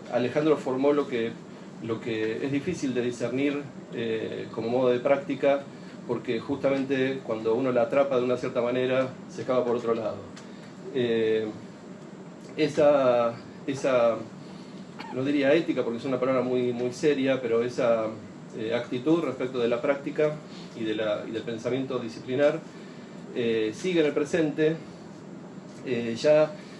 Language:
Spanish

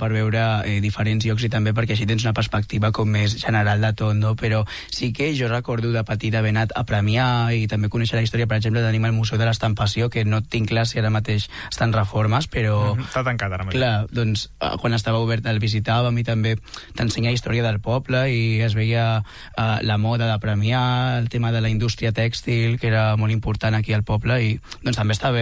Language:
Catalan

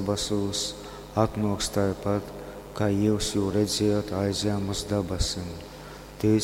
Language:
Latgalian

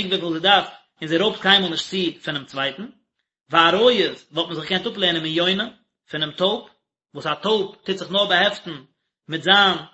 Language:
Yiddish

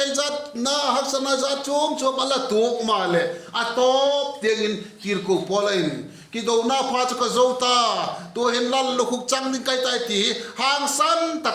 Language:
Vaiphei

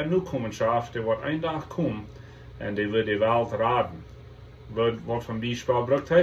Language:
Plautdietsch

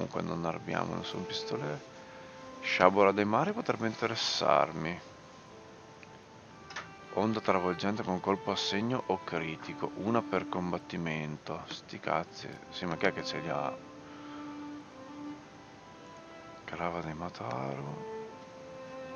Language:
Italian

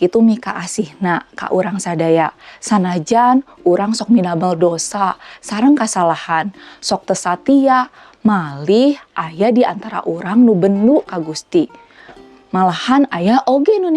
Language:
Sundanese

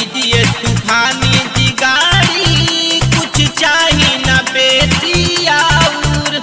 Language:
Bhojpuri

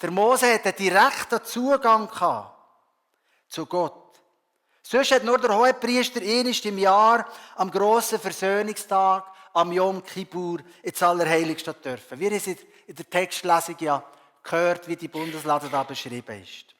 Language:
Swiss German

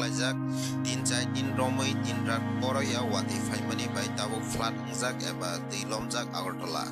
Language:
Kok Borok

